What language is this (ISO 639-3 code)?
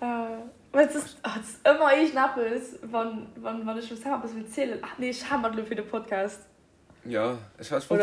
ltz